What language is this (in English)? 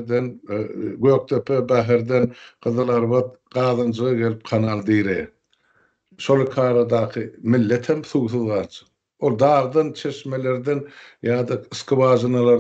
Turkmen